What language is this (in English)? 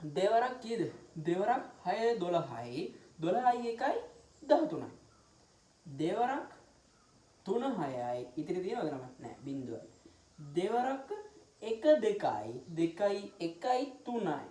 Sinhala